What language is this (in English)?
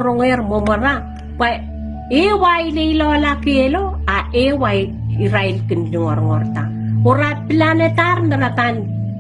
Pohnpeian